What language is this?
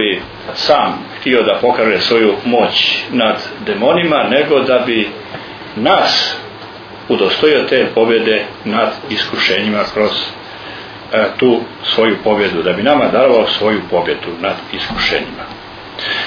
Croatian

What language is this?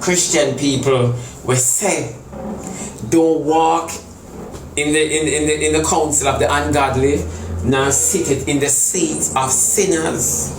Jamaican Creole English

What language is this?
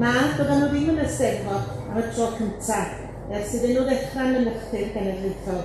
Welsh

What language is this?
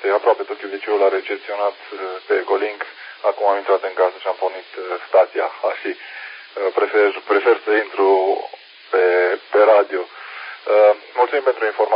Romanian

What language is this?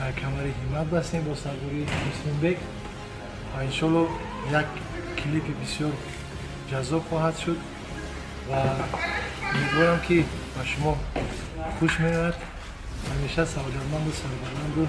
Tajik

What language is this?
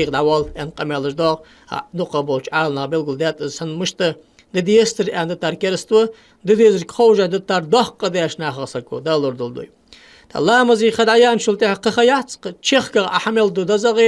Ingush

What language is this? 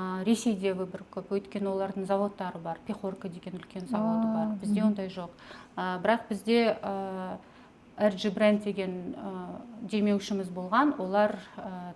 Kazakh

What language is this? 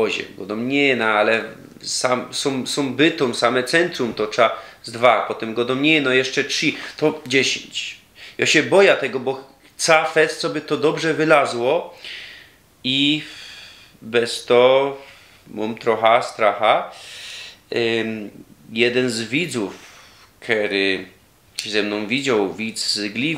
Silesian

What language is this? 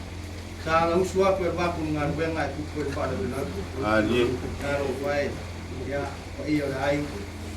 Samoan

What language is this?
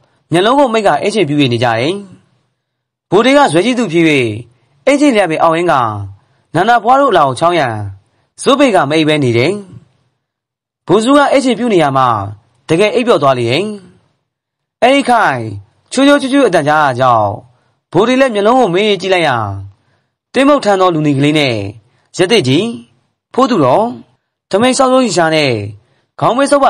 Burmese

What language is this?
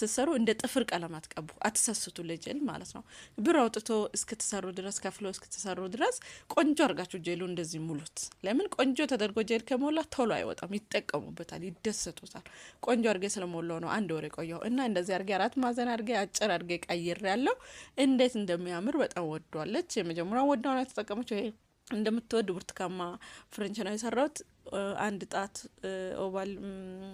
Amharic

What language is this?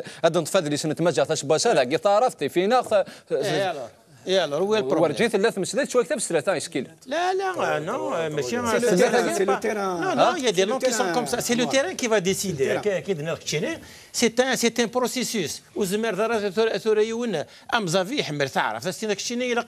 Kabyle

